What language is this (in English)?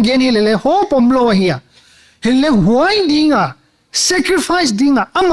Paite Chin